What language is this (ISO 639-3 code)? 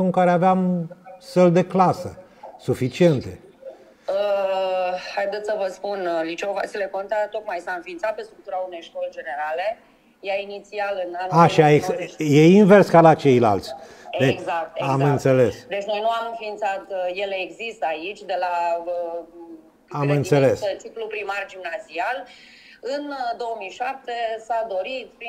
ron